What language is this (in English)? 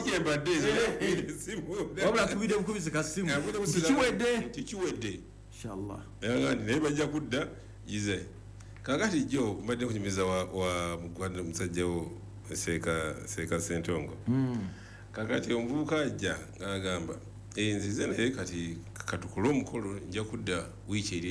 Ganda